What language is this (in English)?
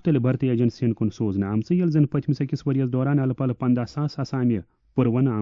Kashmiri